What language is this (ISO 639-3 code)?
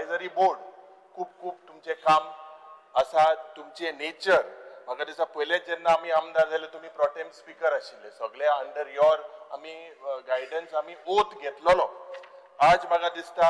kok